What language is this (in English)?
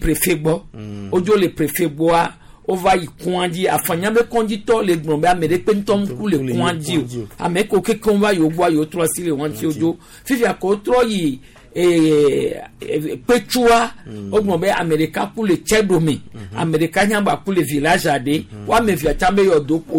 Gen